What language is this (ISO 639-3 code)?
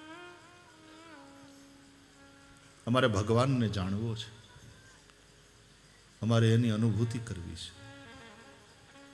guj